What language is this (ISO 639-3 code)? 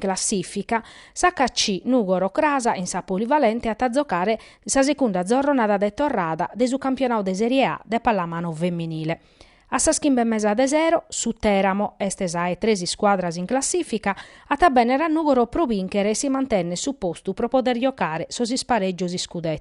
srd